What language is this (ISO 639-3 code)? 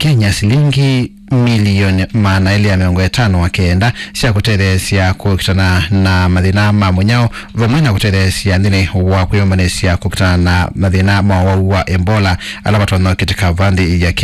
kam